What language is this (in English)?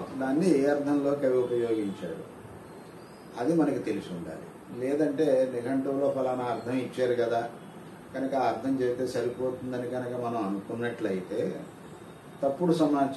Telugu